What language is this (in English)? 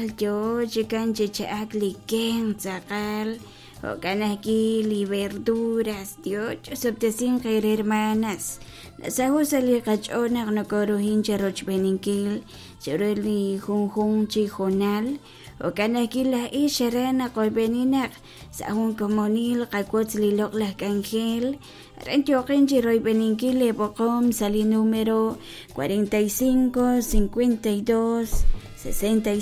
Kekchí